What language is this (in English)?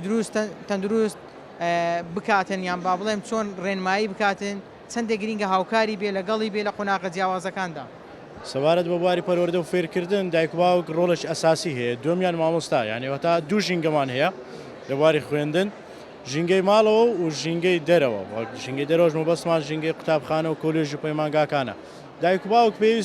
Central Kurdish